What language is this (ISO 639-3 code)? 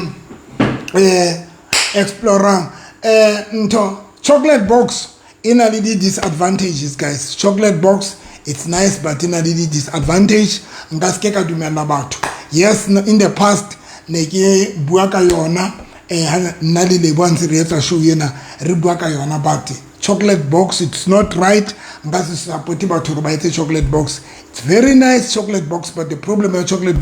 sot